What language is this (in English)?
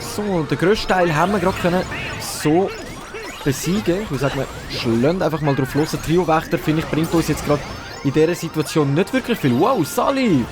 Swiss German